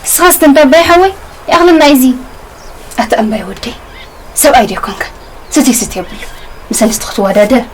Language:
Tigrinya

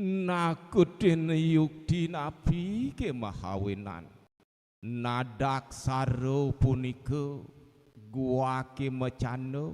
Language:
Balinese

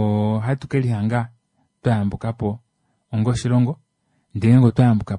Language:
Kuanyama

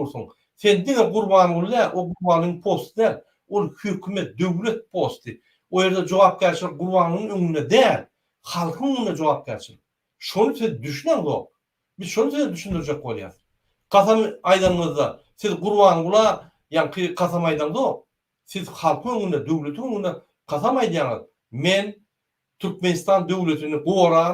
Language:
Turkmen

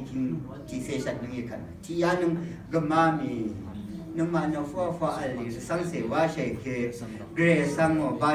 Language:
Rawang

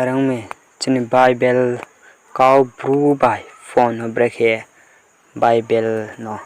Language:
Riang (India)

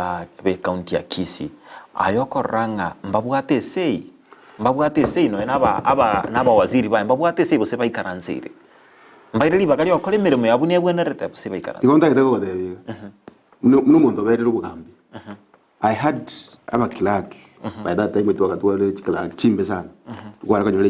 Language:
Gusii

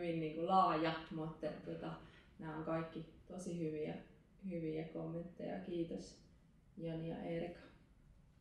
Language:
Finnish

